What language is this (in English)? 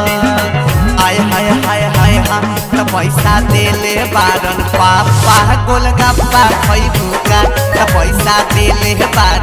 Bhojpuri